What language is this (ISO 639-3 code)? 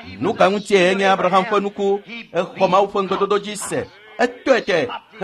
ewe